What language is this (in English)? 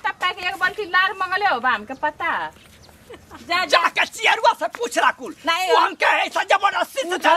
Bhojpuri